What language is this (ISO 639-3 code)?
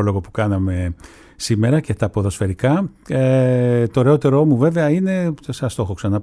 ell